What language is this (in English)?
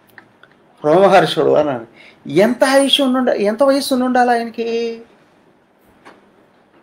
Telugu